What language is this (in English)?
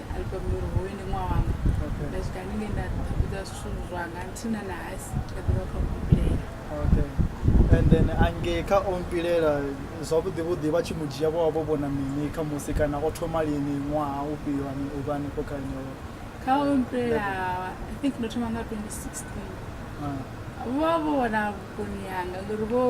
Venda